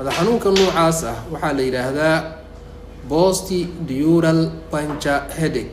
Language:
Somali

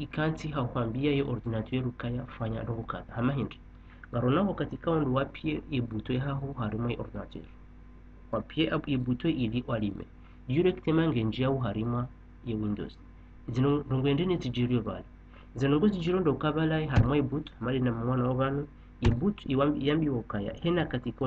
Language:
Ngazidja Comorian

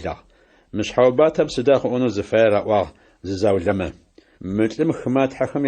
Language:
Adyghe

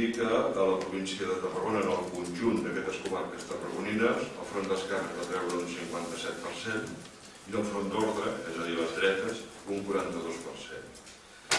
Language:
Catalan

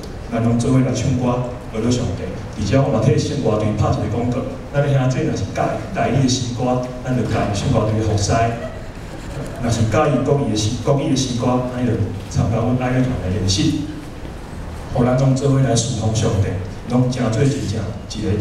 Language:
Min Nan Chinese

